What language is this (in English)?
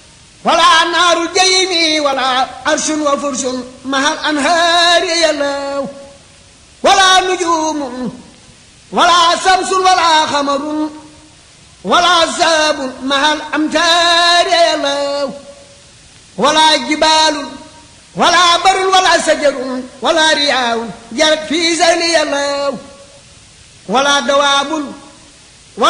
Arabic